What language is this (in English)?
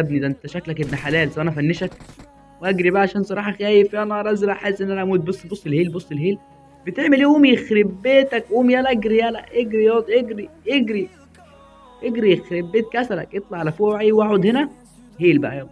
Egyptian Arabic